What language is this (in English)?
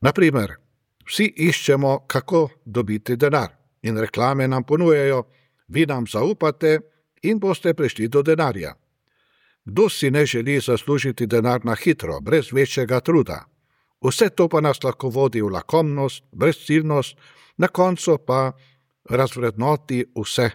Slovenian